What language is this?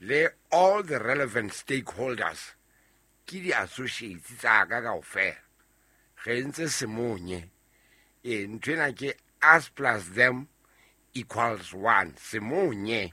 Southern Sotho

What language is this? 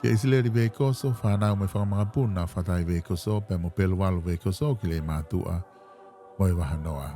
Tongan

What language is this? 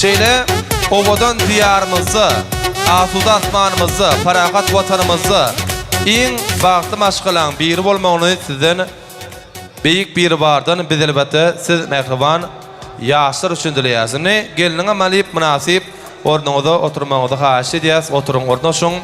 Turkmen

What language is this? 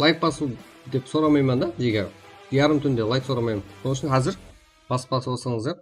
Kara-Kalpak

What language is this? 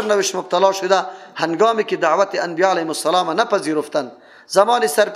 Persian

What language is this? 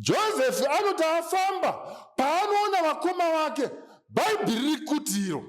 Shona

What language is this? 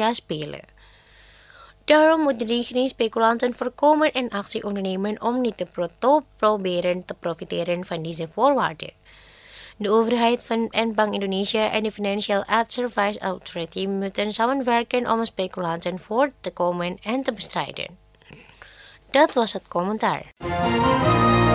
Dutch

